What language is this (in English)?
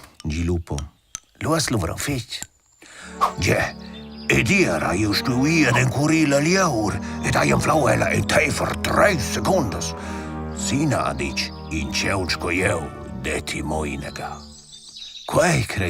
Romansh